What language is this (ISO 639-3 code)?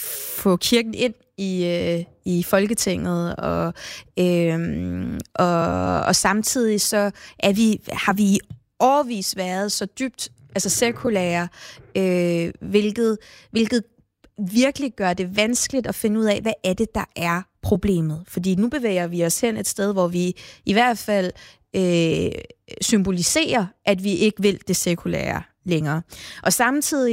dan